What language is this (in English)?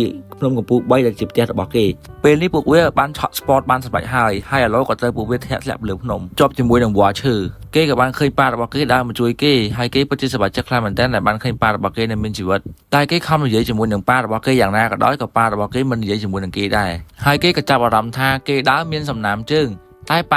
Khmer